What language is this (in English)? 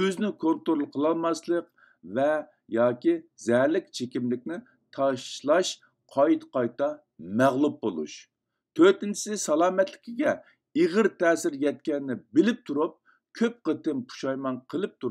Uyghur